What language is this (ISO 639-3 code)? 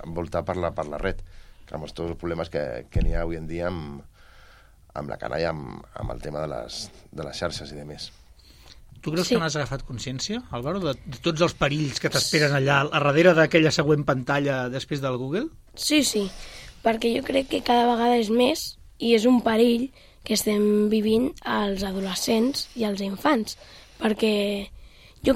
cat